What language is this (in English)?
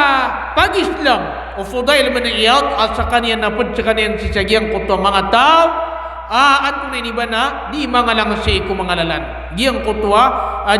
Maranao